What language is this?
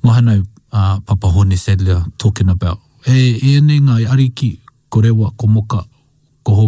Māori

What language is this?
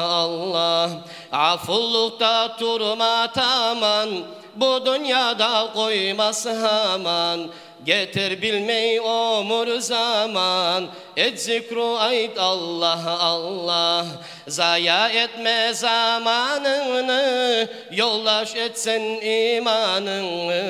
Kumyk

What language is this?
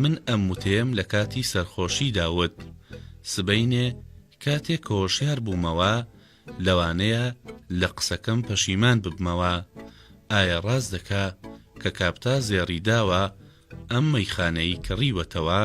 Central Kurdish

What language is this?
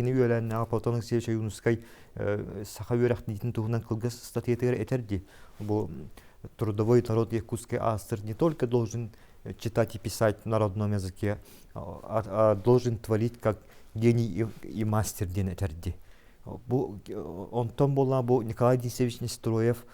Yakut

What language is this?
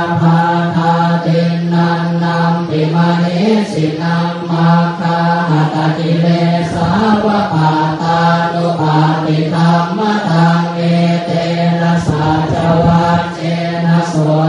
Pali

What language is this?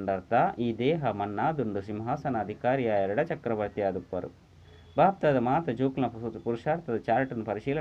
Tulu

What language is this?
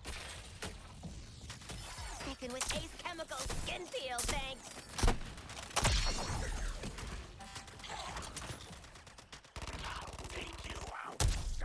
English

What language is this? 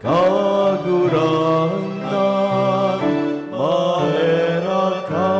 Bikol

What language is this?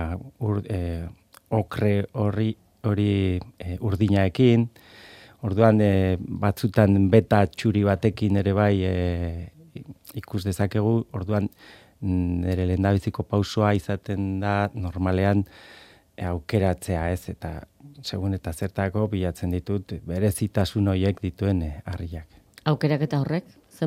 Basque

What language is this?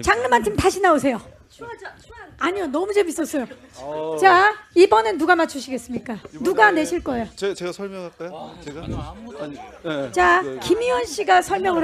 Korean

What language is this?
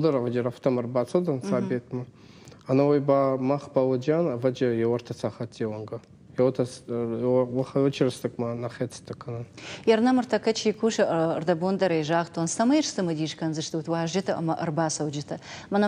Ossetic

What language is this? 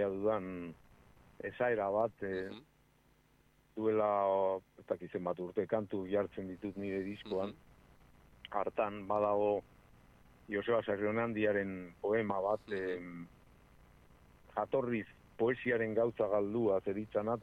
Basque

